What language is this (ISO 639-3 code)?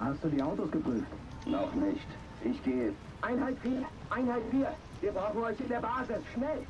gsw